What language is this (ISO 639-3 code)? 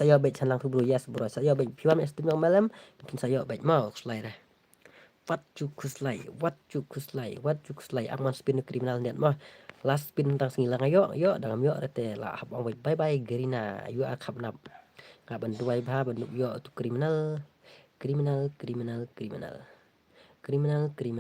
kha